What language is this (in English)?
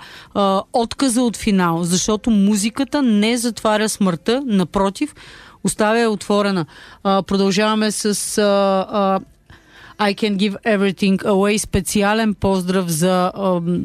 Bulgarian